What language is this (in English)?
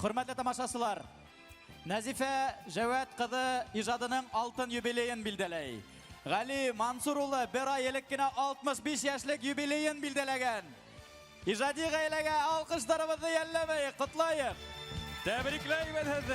Bashkir